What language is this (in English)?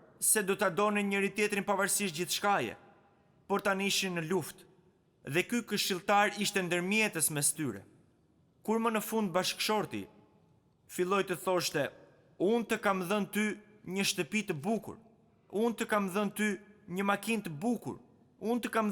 Albanian